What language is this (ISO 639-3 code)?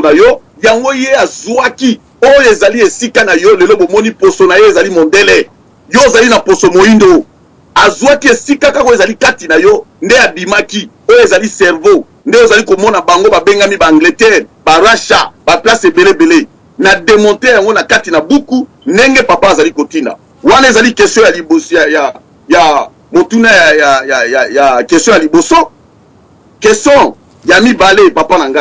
lin